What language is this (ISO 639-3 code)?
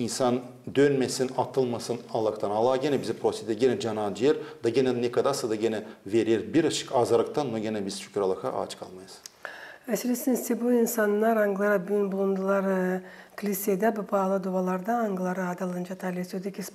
gag